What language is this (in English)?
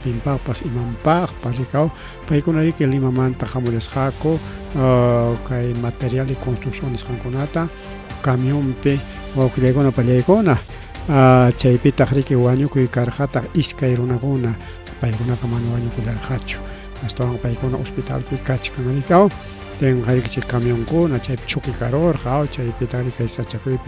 Ayacucho Quechua